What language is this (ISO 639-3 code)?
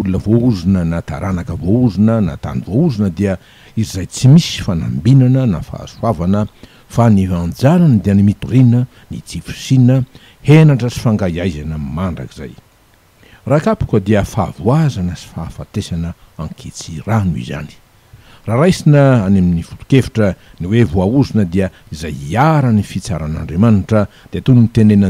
mlg